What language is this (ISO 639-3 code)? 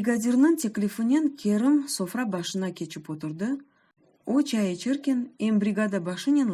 crh